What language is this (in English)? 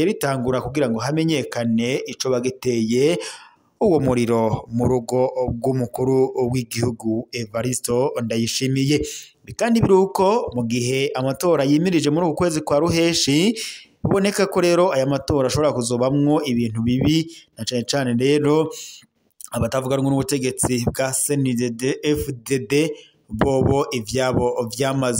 Rundi